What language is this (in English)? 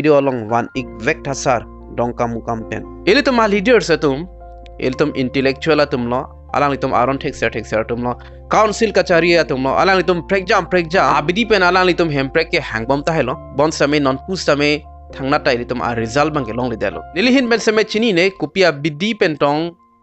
Karbi